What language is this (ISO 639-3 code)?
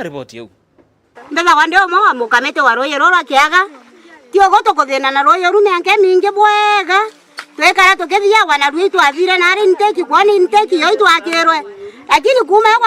mer